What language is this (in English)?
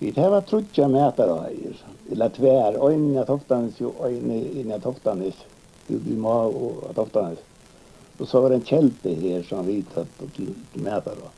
Faroese